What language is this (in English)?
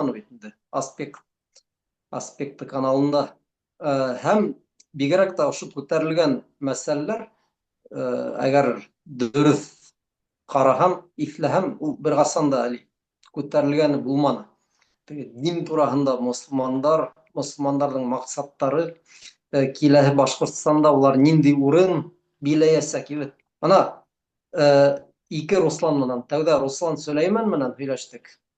Bashkir